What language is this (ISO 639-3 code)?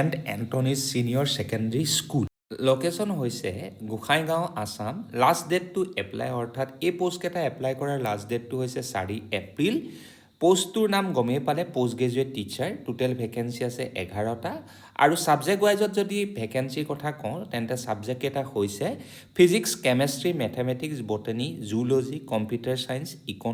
asm